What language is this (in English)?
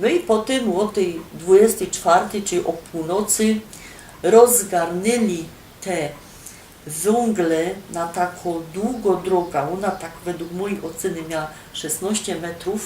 Silesian